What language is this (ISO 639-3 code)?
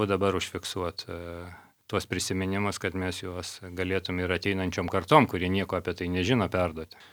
lit